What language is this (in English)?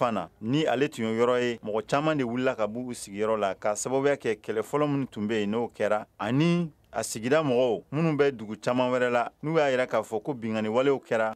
Bambara